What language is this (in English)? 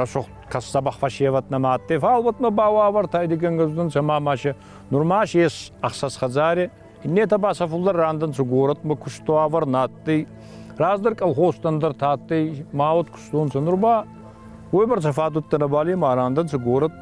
Ossetic